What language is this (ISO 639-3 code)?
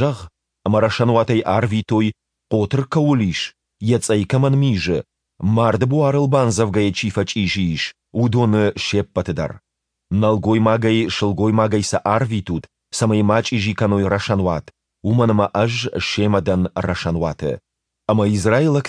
oss